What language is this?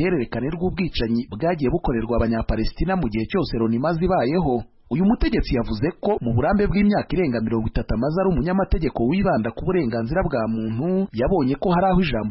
Kinyarwanda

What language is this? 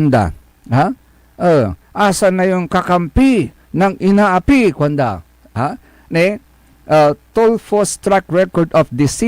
Pangasinan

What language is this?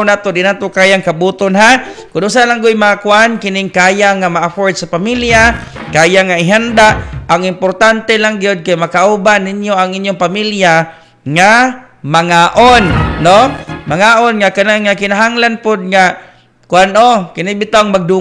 Cebuano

